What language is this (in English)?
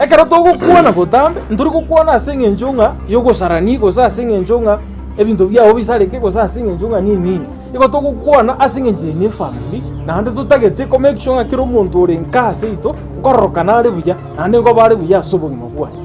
Gusii